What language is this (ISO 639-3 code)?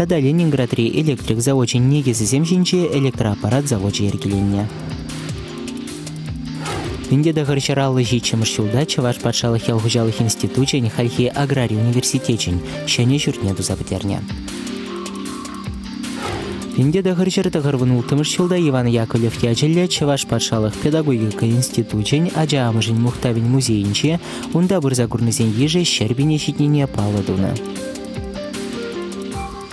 chv